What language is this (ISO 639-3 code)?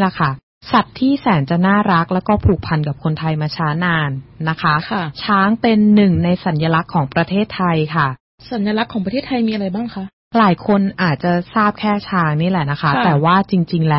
tha